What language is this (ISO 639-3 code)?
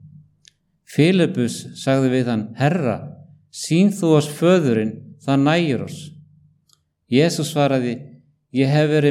isl